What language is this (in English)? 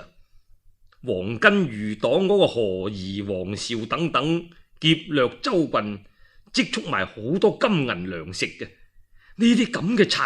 Cantonese